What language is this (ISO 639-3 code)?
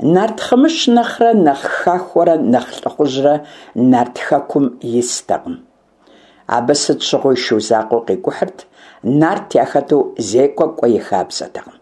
kbd